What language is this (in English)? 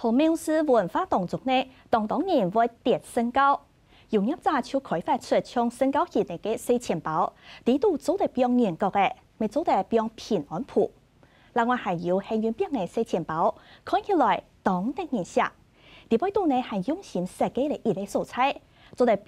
Hakka Chinese